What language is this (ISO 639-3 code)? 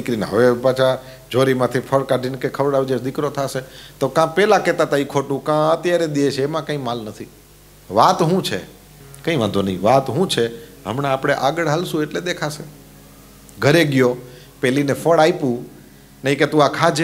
guj